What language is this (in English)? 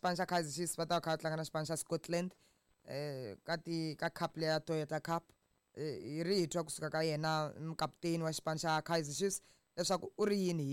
Tsonga